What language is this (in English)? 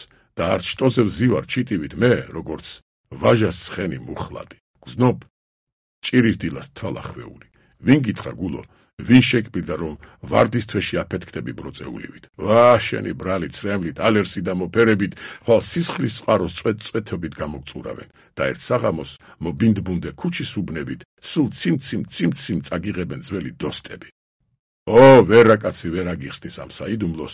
Georgian